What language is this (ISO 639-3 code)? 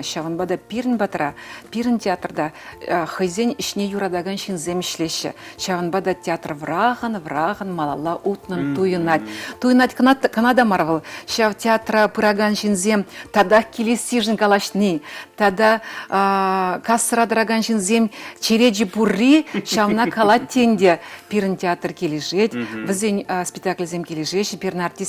chv